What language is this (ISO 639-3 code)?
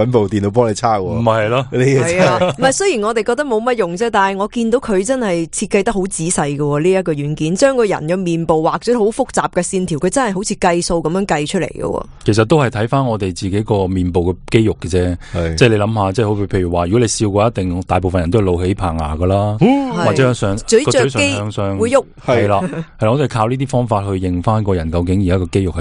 yue